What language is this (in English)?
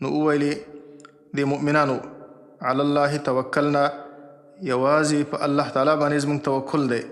Pashto